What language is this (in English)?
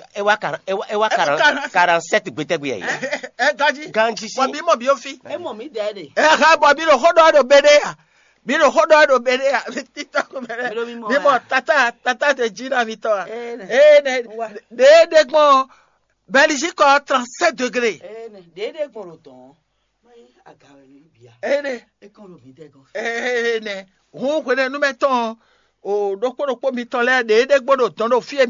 Fon